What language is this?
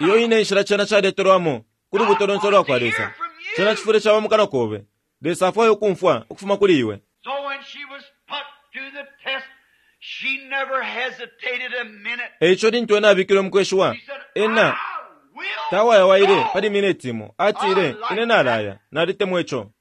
Bemba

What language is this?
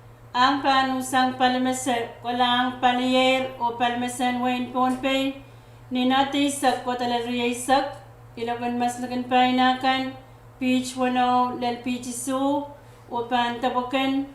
Pohnpeian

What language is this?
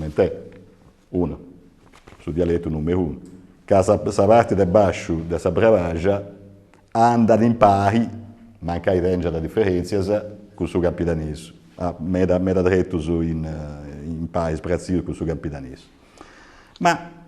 Sardinian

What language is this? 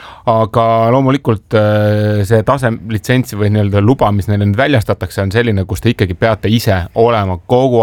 Estonian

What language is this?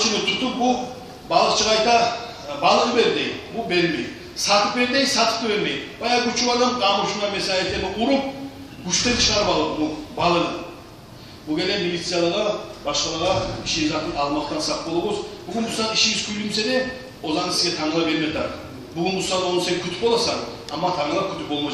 Kumyk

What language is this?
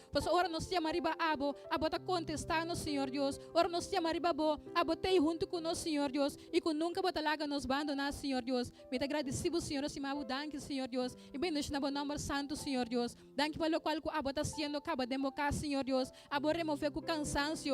Papiamento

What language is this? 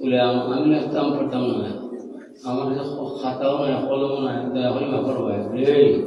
Sylheti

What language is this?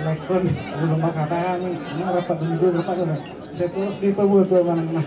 Batak Toba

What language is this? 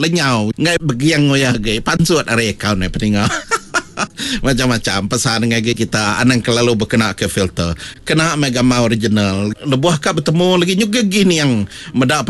Iban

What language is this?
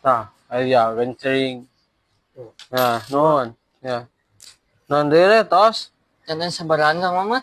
Sundanese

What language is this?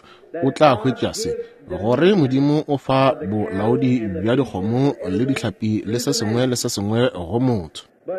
Northern Sotho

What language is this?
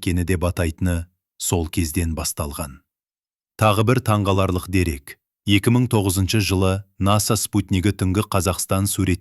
Kazakh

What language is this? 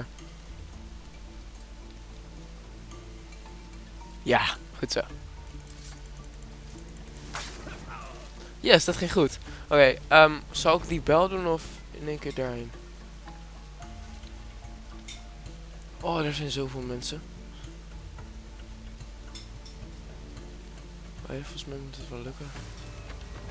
Dutch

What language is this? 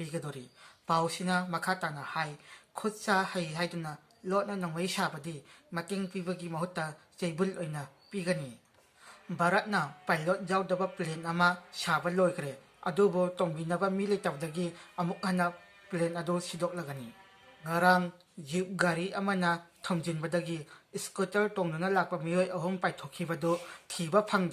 Manipuri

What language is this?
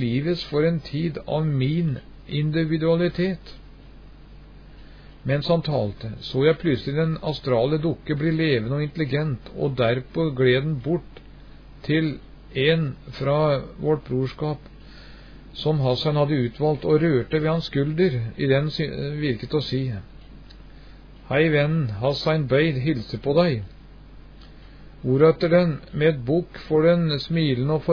Norwegian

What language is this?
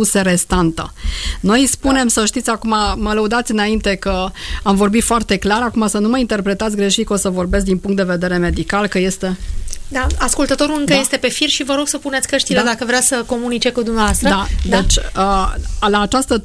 Romanian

